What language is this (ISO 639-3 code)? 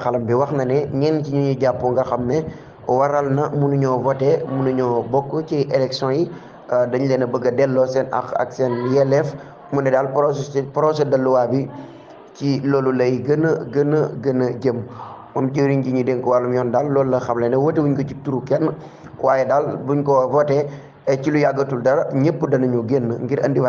wol